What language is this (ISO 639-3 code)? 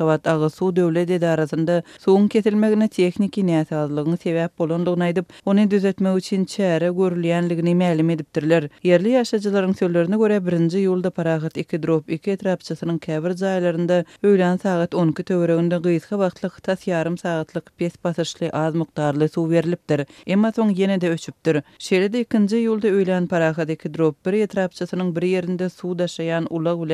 tuk